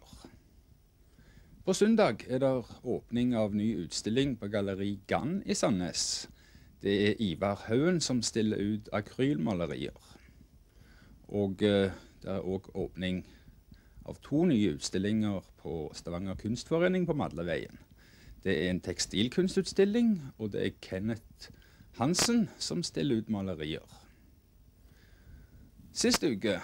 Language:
Norwegian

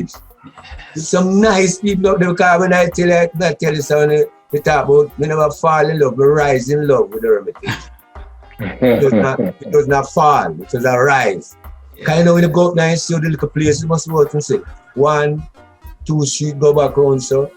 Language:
Jamaican Creole English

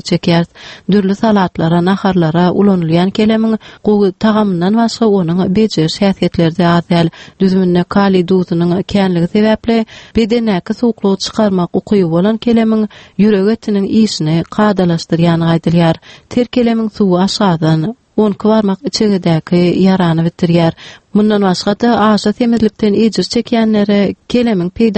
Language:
Turkmen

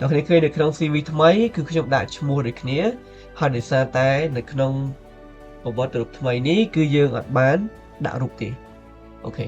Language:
Khmer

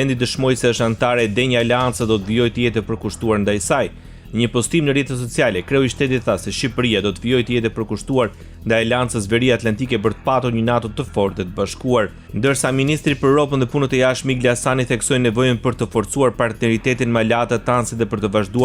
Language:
Albanian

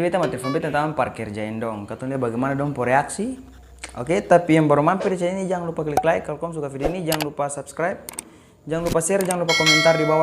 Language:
Ambonese Malay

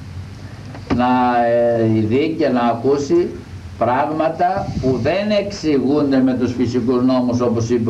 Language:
Greek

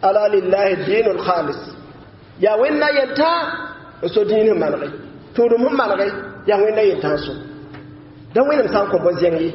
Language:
Mossi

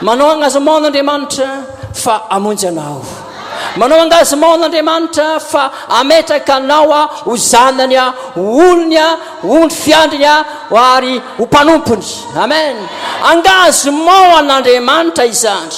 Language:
Malagasy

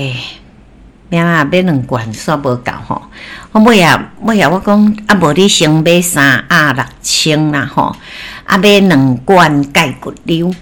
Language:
Min Nan Chinese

